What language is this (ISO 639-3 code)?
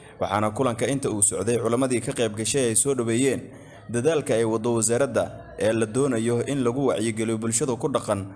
som